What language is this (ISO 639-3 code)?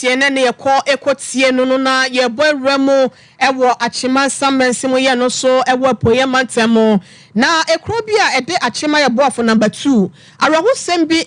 aka